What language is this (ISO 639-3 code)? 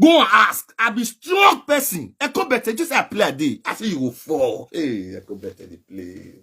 pcm